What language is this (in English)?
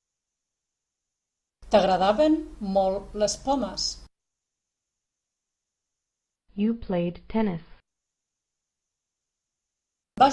Catalan